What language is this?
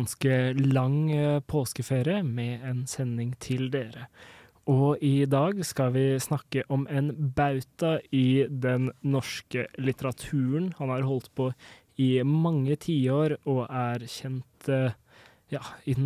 Norwegian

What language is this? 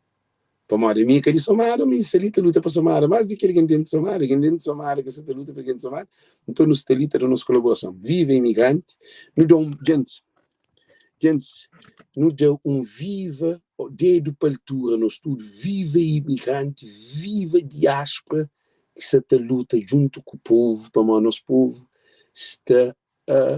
Kabuverdianu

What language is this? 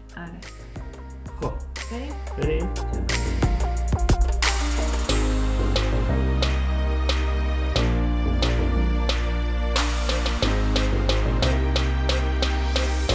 Persian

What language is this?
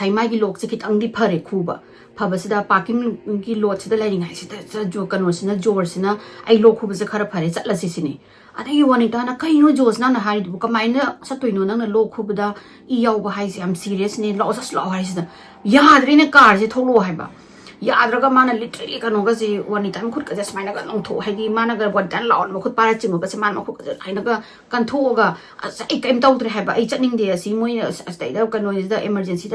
Manipuri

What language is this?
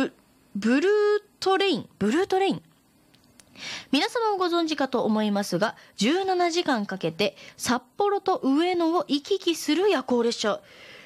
Japanese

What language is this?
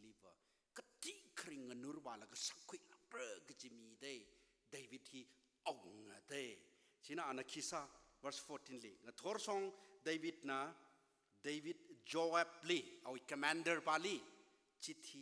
Tangkhul Naga (India)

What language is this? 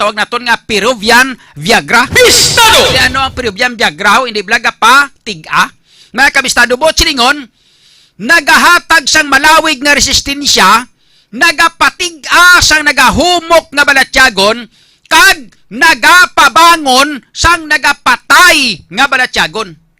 Hiligaynon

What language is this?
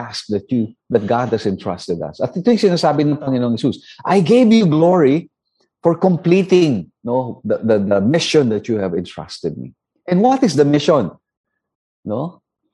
Filipino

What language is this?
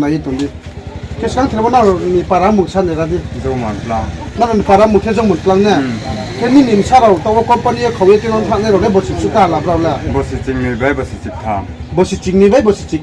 Riang (India)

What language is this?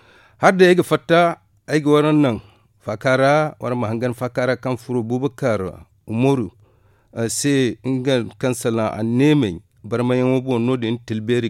Zarma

